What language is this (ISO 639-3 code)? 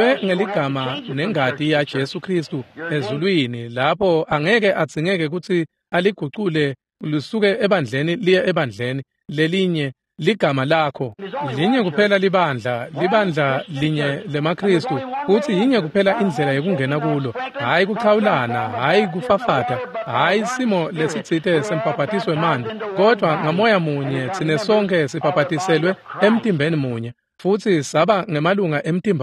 ssw